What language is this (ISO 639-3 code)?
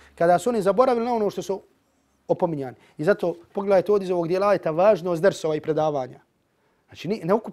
bos